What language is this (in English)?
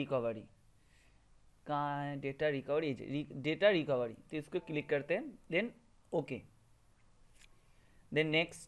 Hindi